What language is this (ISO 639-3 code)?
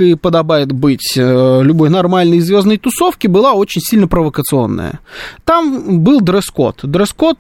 rus